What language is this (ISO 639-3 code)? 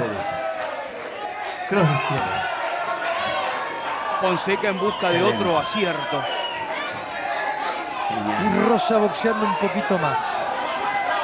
spa